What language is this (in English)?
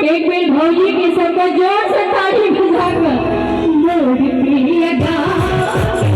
Maithili